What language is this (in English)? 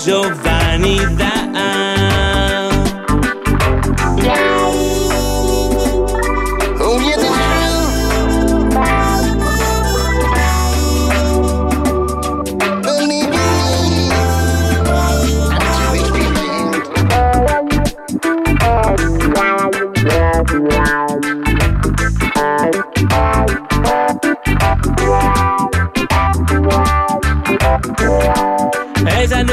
Spanish